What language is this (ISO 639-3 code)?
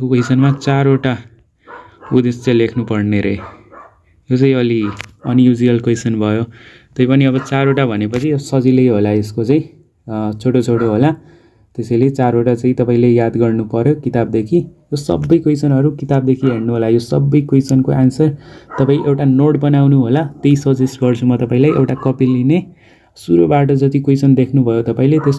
nep